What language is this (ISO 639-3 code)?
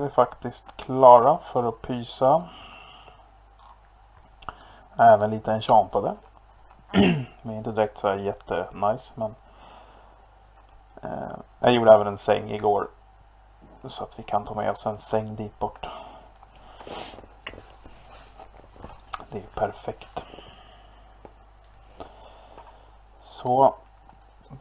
swe